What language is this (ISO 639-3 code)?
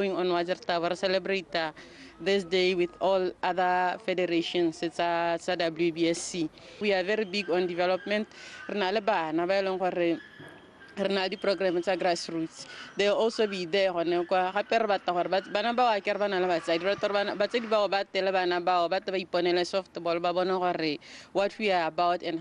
tsn